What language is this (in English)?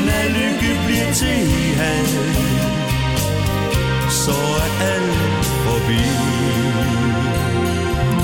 Danish